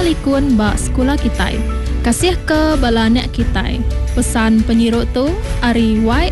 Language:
Malay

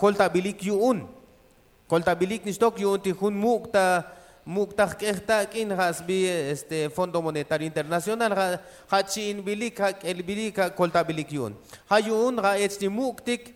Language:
Tzotzil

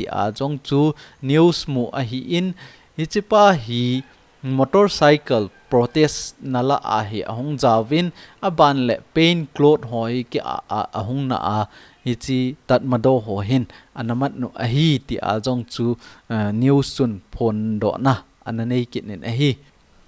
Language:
Thado Chin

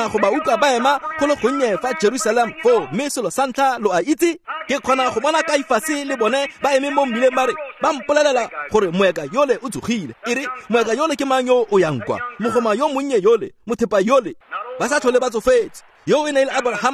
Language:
Tswana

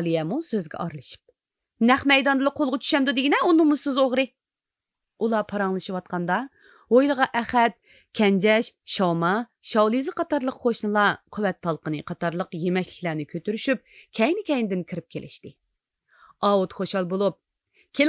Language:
Uyghur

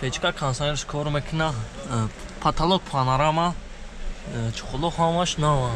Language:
Tajik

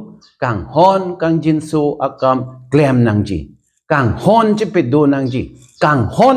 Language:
Karbi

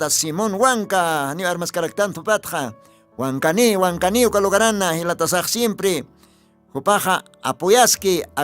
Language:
Aymara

